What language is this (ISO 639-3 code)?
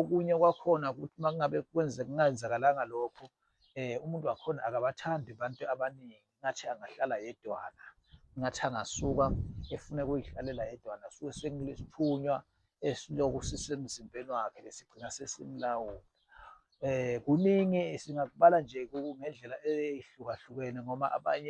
zul